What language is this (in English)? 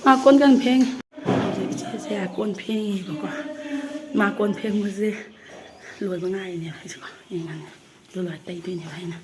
Manipuri